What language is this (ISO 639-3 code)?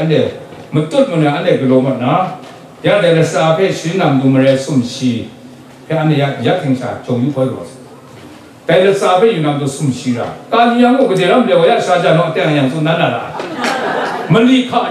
kac